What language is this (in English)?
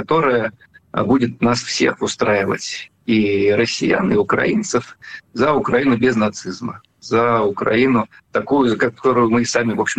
Russian